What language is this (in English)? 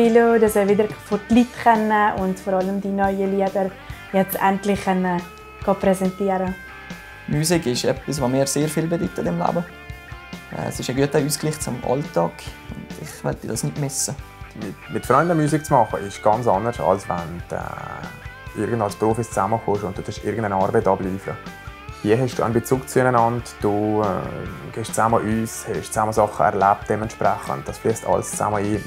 Swiss German